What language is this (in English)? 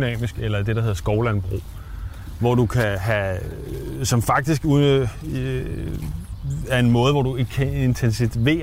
Danish